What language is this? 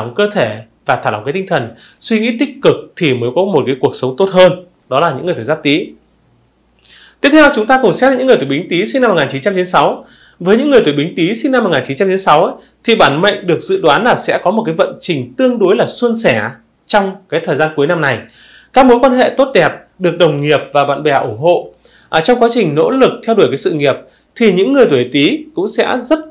Vietnamese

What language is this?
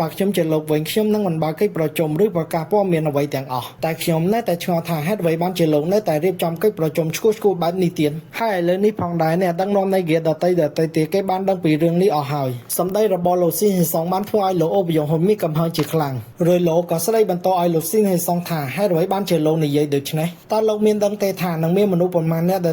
Khmer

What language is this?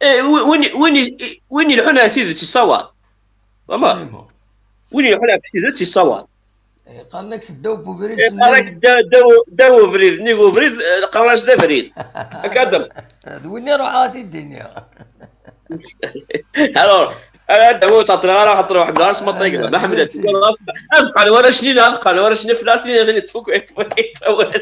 Kabyle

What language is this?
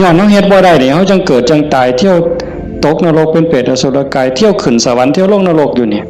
Northeastern Thai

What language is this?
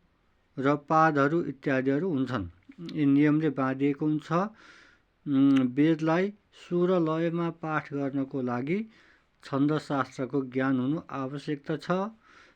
Nepali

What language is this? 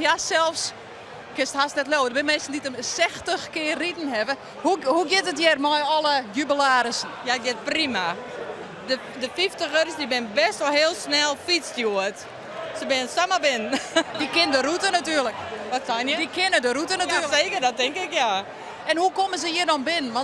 Western Frisian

